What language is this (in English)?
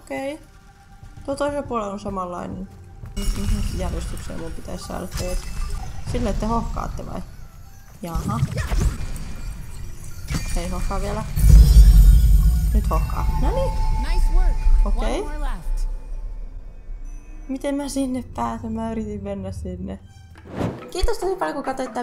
Finnish